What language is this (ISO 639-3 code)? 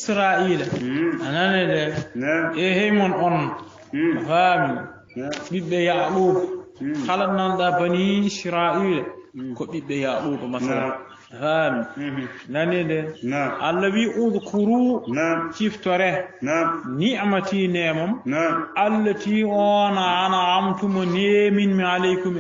ful